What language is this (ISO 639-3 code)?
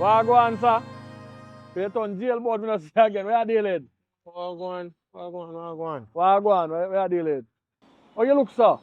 jam